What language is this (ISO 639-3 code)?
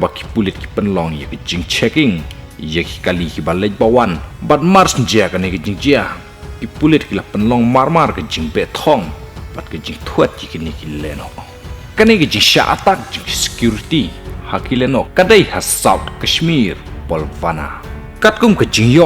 kha